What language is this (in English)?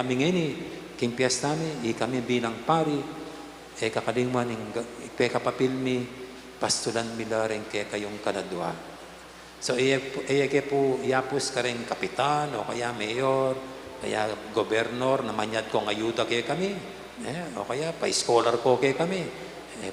Pampanga